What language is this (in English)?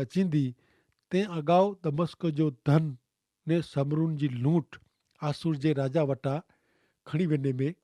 Kachhi